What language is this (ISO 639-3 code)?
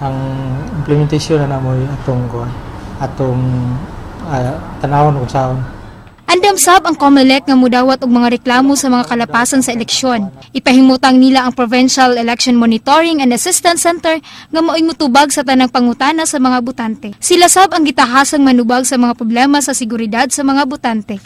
ceb